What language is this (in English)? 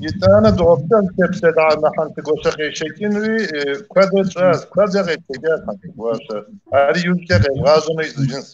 Kabardian